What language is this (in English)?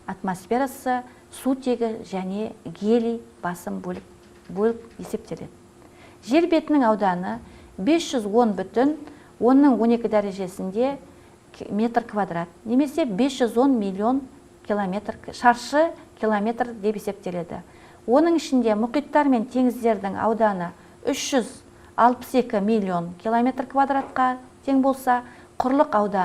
Kazakh